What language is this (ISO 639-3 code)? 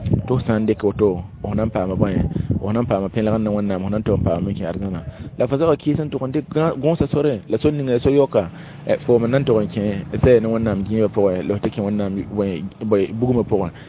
mos